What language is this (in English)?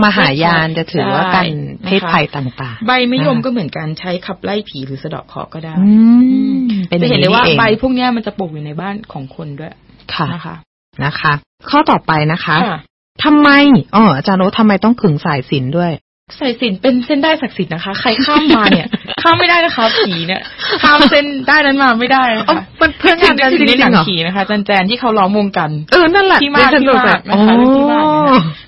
Thai